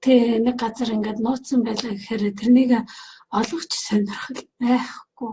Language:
Mongolian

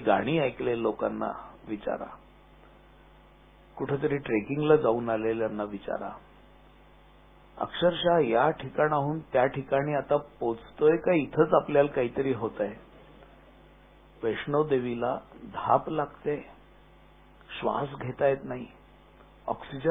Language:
Marathi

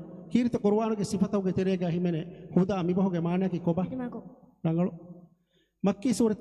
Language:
Divehi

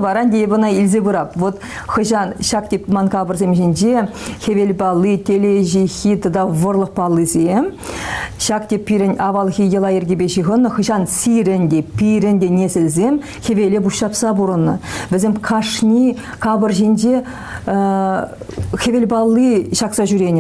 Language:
Chuvash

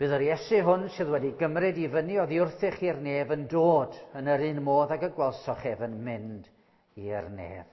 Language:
Welsh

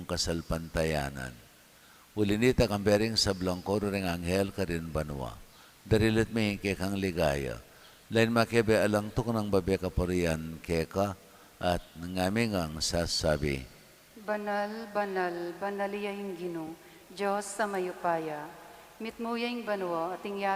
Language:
Pampanga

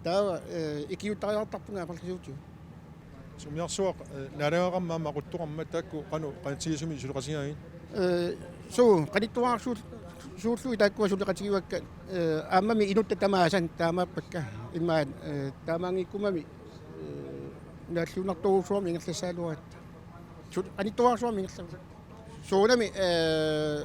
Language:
Kalaallisut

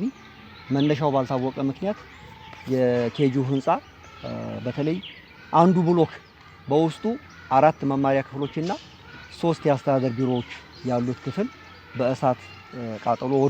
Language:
Amharic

